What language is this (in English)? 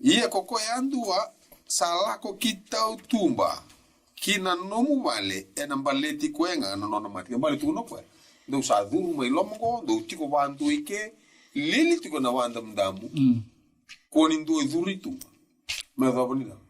Fijian